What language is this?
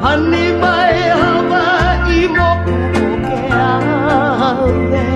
Hawaiian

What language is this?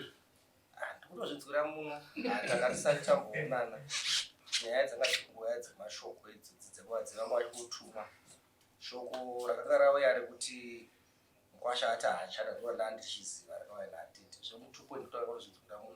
Shona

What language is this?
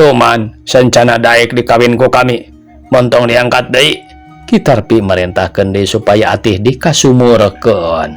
Sundanese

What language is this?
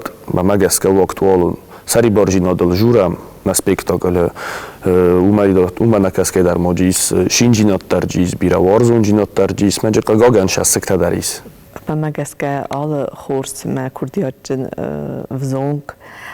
Ossetic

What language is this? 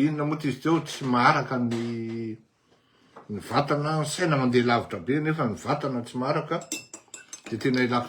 Malagasy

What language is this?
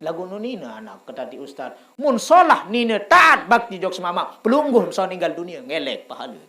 Sasak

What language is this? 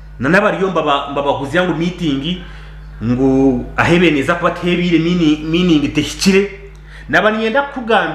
Nyankole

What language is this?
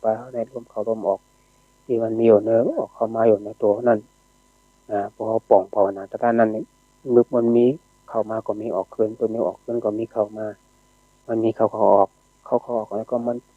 Shan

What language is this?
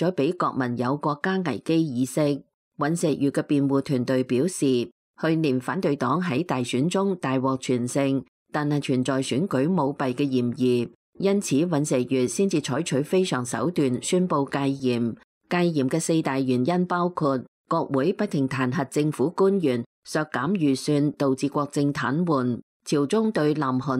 Cantonese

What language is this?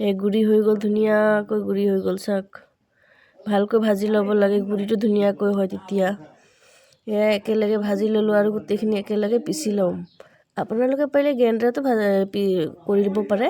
Assamese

